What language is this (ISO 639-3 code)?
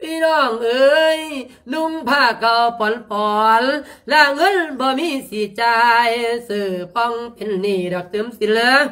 lao